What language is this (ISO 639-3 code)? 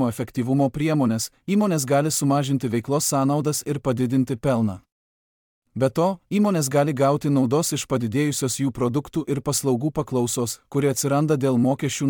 lit